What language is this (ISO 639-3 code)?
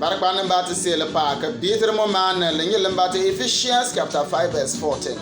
bim